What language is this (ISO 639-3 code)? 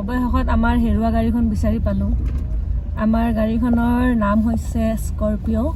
asm